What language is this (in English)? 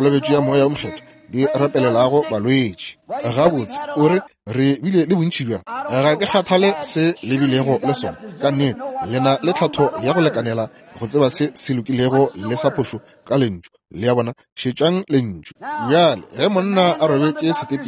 Northern Sotho